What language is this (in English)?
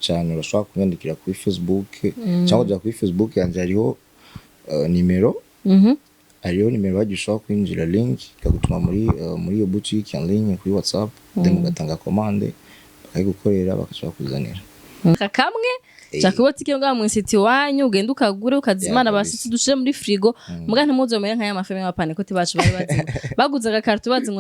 Rundi